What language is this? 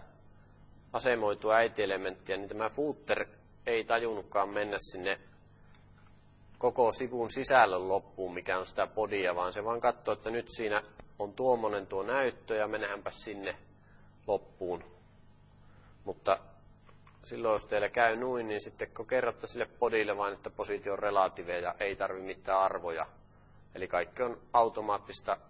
Finnish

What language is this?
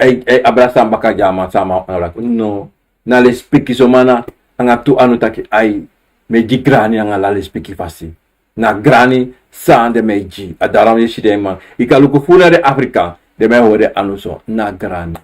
Sranan Tongo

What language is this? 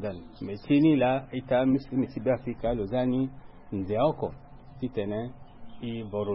Sango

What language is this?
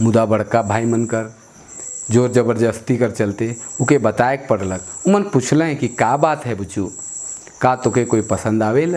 Sadri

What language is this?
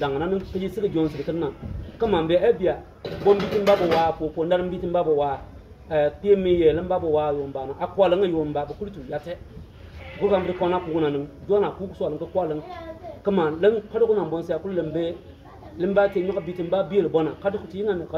Bimoba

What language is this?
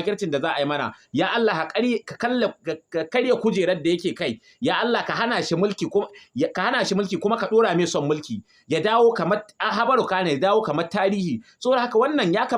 Hausa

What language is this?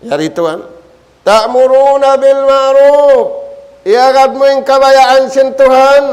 Tausug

